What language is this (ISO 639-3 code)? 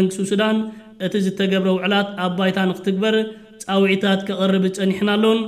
tir